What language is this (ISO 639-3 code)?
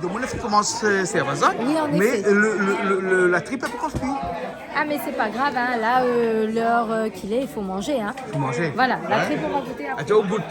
rcf